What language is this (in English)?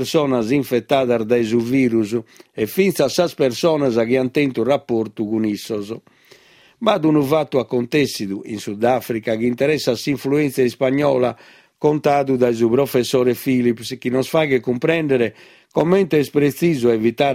Sardinian